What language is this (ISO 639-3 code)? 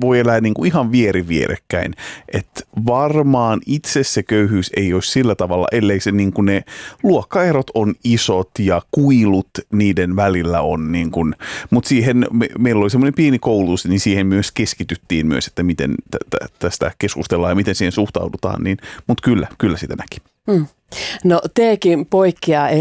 fin